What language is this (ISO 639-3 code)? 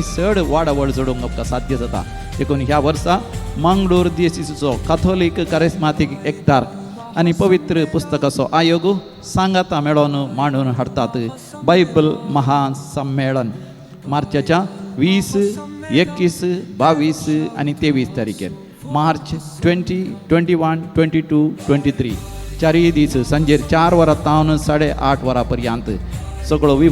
kok